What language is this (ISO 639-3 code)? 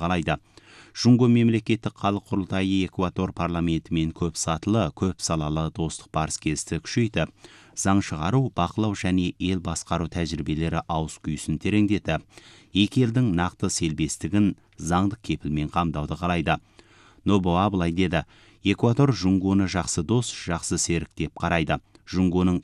kaz